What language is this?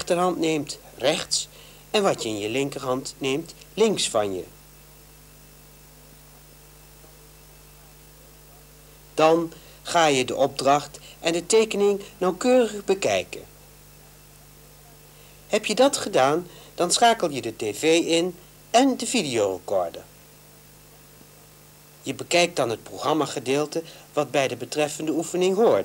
Dutch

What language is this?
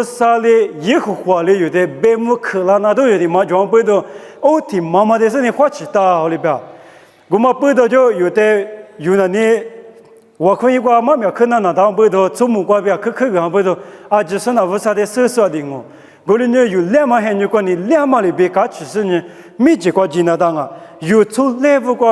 Lisu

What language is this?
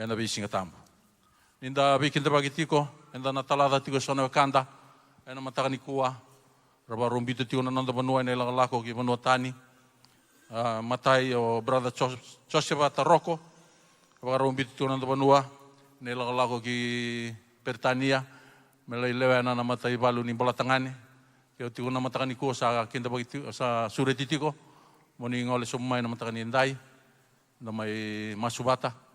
Fijian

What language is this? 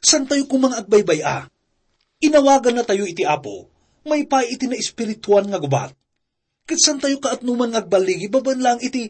Iloko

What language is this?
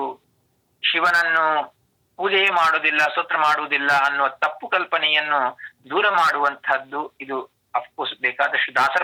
Kannada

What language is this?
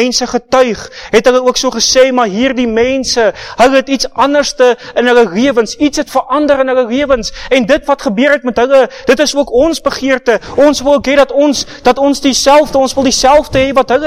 Afrikaans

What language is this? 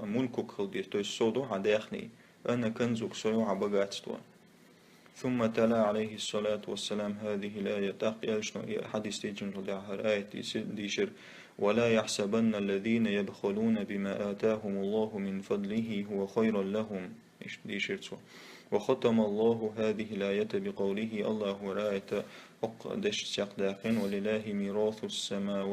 Chechen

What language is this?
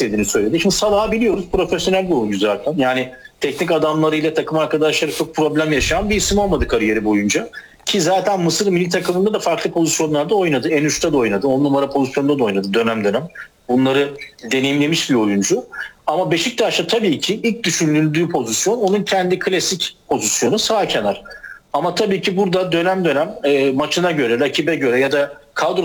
Turkish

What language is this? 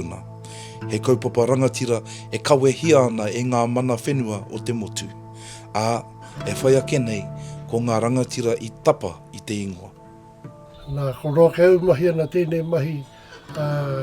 Māori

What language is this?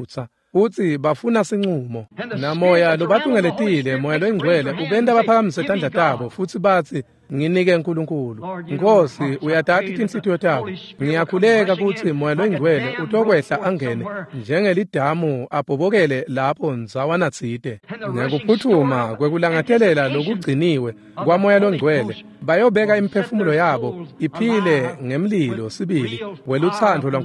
Swati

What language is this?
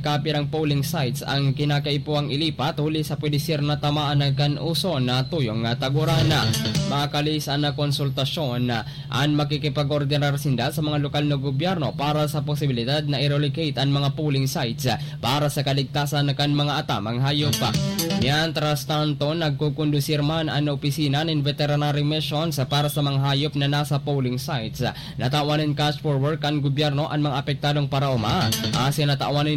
Bikol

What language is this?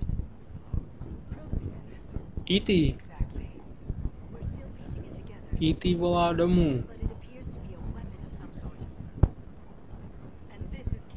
Czech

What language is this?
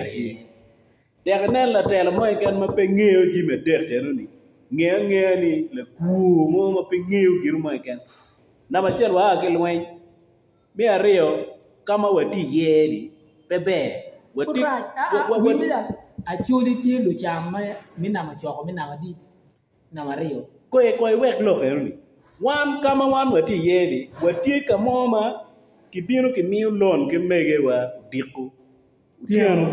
Acoli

